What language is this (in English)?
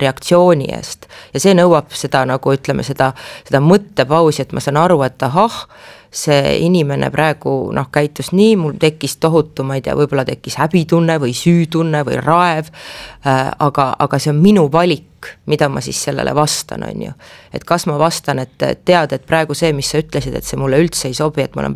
Estonian